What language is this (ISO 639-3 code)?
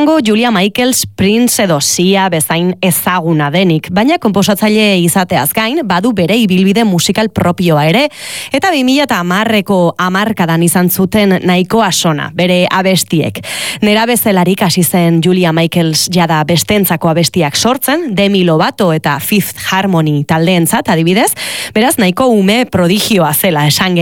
eus